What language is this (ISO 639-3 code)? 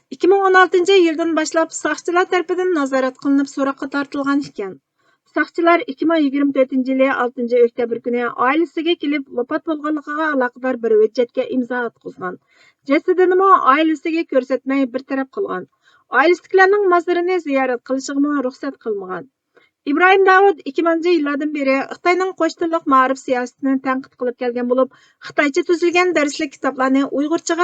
uig